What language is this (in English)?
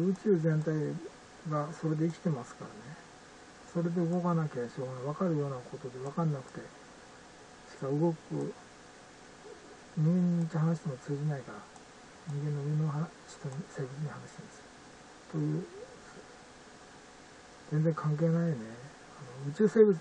Japanese